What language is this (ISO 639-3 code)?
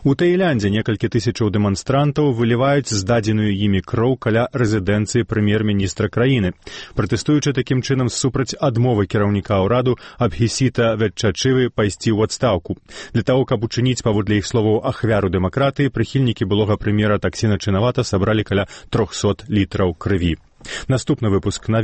bel